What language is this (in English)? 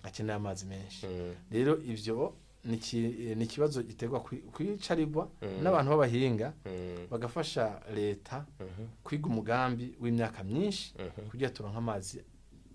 Rundi